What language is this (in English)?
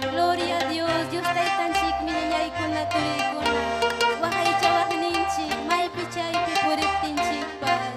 Ayacucho Quechua